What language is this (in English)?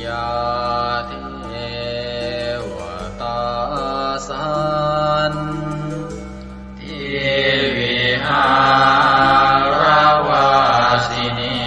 Pali